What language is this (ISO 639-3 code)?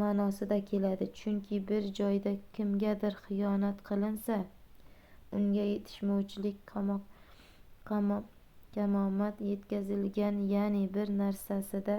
uzb